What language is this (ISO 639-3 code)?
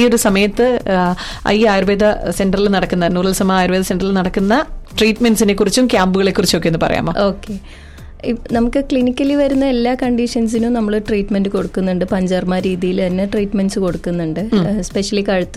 mal